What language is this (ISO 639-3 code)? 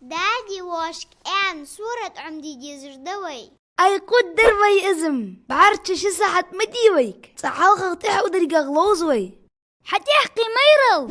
inh